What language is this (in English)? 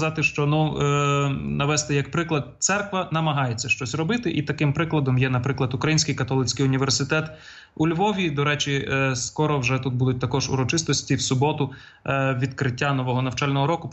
Ukrainian